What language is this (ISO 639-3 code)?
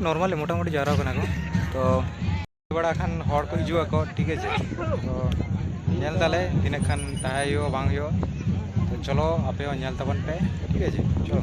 sat